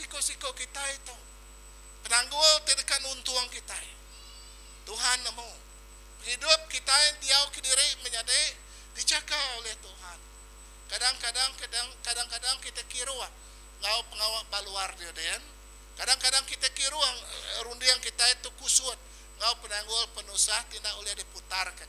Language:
Iban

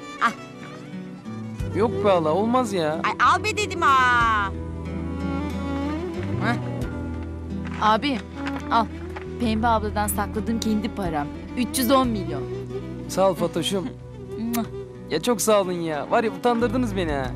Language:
Turkish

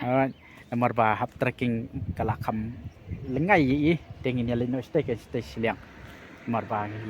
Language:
Khasi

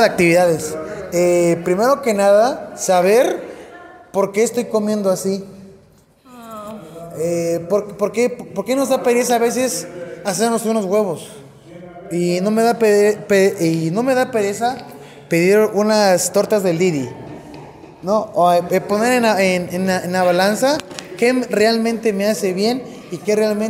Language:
Spanish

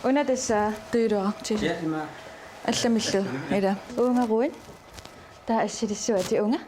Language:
Kalaallisut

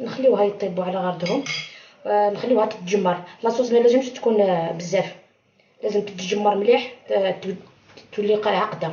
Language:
Algerian Arabic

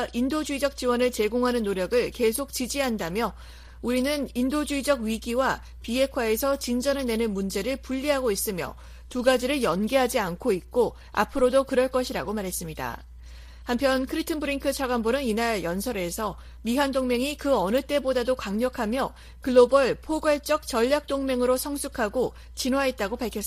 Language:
Korean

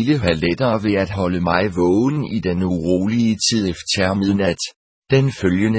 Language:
Danish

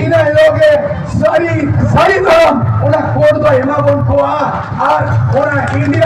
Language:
Santali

